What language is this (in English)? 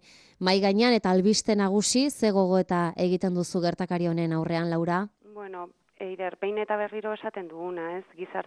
Basque